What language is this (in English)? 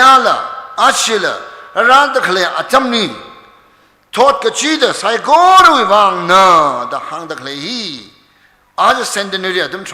Tangkhul Naga (India)